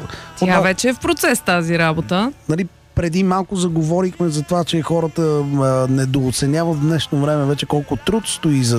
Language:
Bulgarian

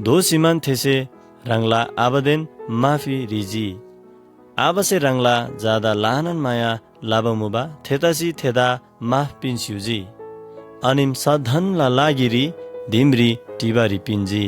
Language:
Eastern Tamang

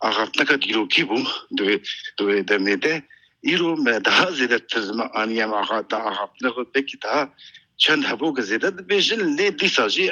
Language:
Kurdish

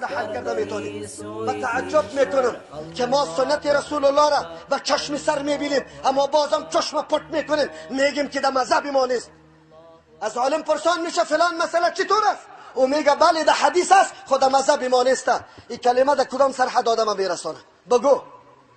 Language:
Tajik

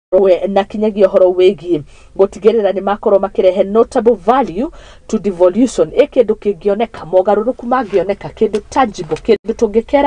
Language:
Kikuyu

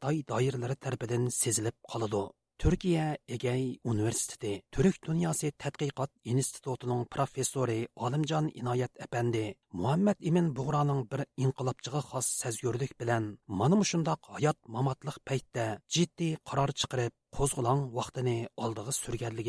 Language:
Uyghur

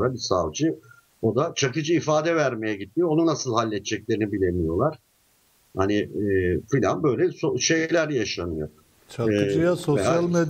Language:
Turkish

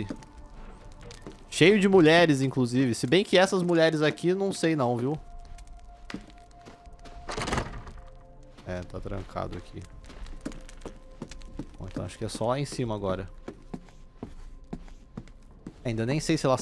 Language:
Portuguese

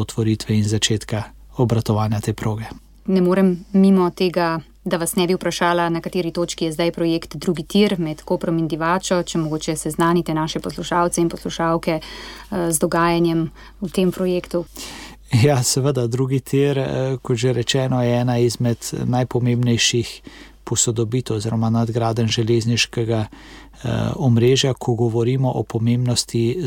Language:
Slovenian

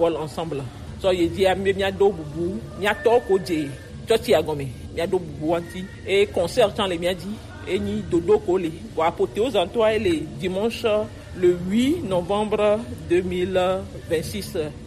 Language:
Gen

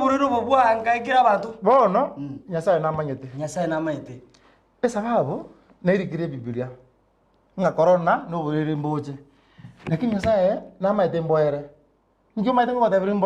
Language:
Gusii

